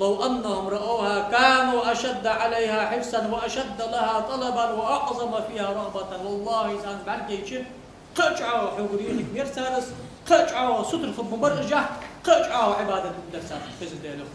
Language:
Ingush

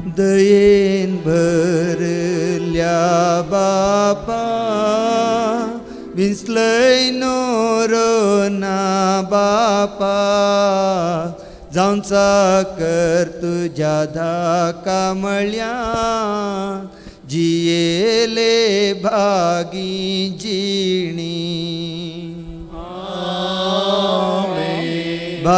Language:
Konkani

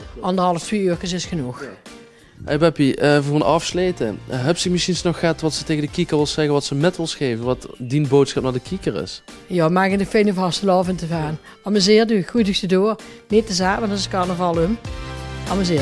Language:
Limburgish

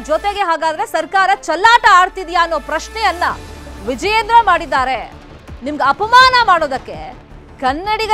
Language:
Kannada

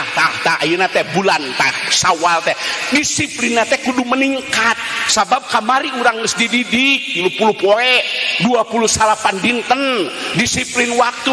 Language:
Sundanese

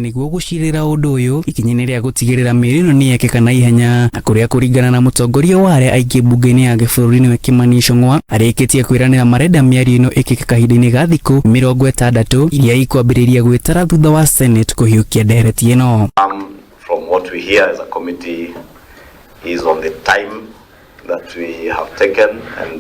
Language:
Kikuyu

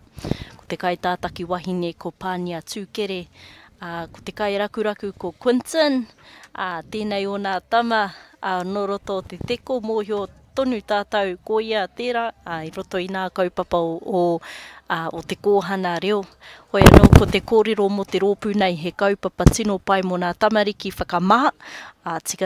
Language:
Māori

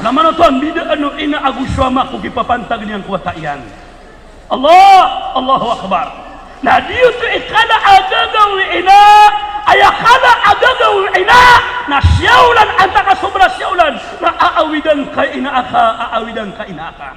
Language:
Maranao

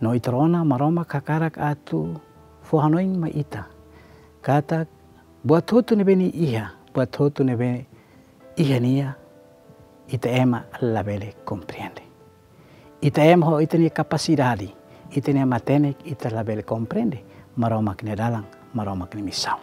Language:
Tetum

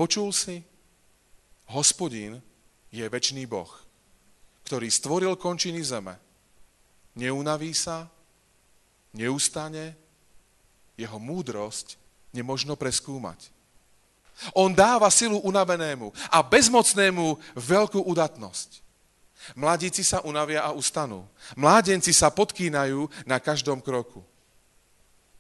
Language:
Slovak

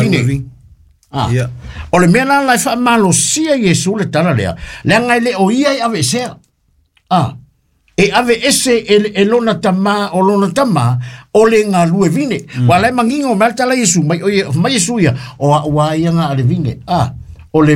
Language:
Samoan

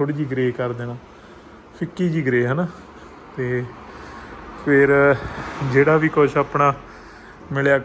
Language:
Punjabi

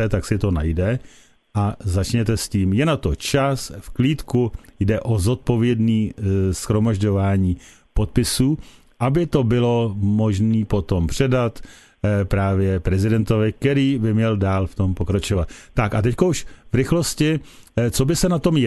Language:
Czech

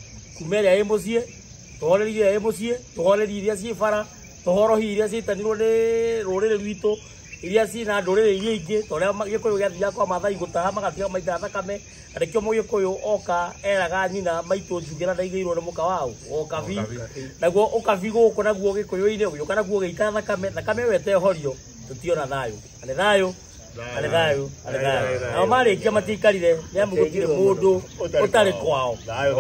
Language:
Kikuyu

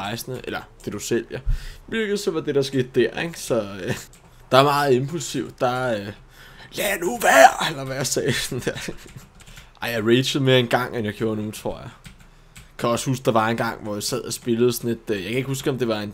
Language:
Danish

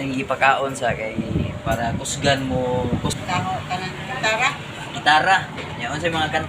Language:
Cebuano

